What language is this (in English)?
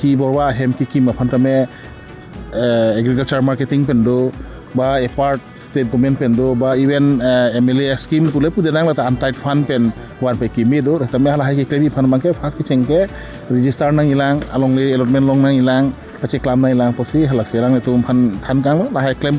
Karbi